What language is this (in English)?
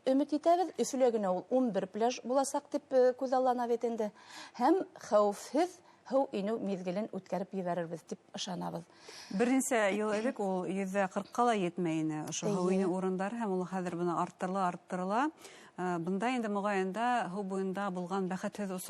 Bashkir